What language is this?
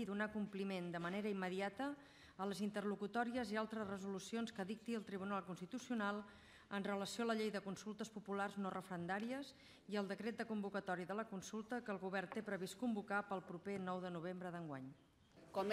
Catalan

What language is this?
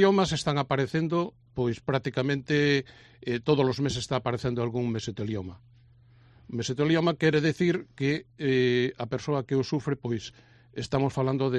Galician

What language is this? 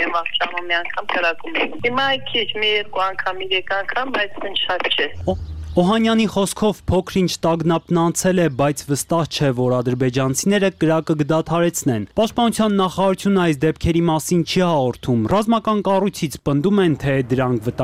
Armenian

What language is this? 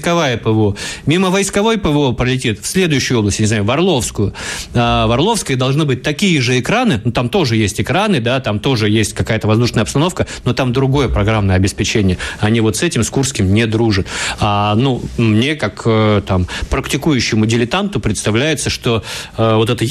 Russian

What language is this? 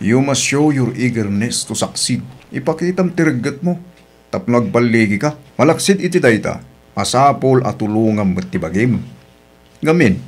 Iloko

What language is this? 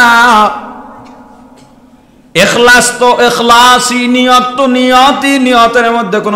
Bangla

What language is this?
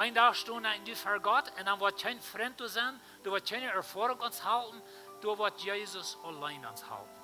Plautdietsch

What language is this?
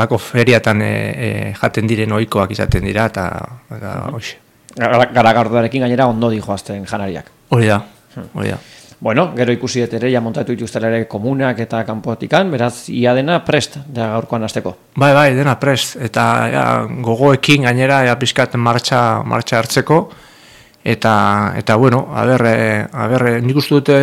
Basque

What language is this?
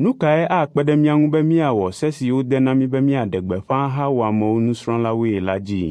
Ewe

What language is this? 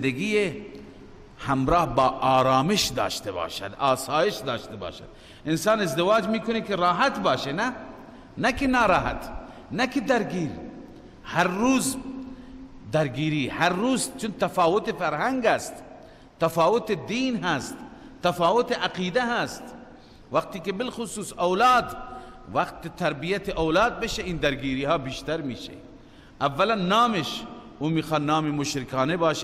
Persian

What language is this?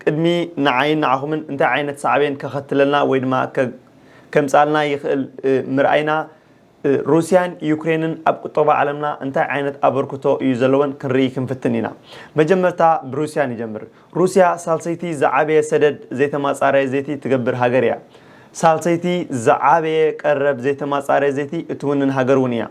Tigrinya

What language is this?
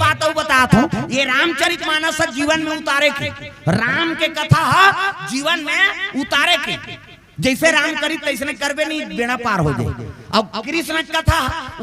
Chhattisgarhi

